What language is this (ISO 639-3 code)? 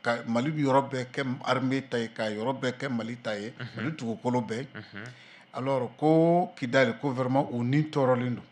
bam